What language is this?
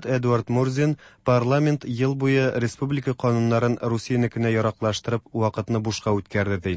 Tatar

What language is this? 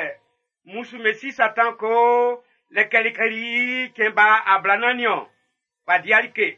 Baoulé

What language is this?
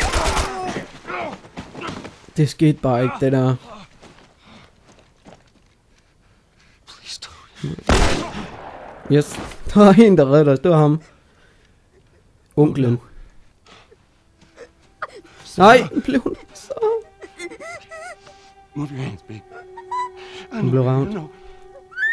Danish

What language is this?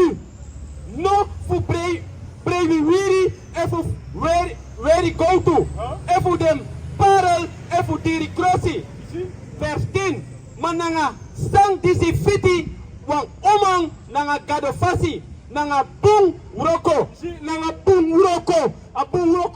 Sranan Tongo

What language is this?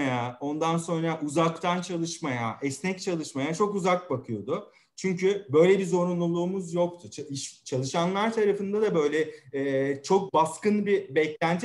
Turkish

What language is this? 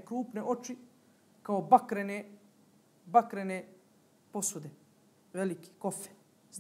Bosnian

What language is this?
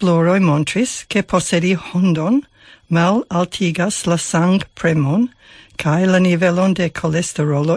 Esperanto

